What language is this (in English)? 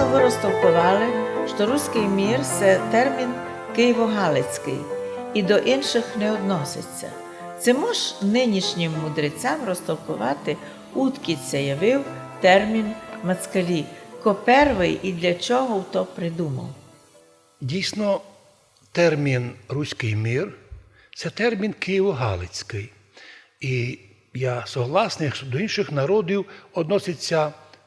Rusyn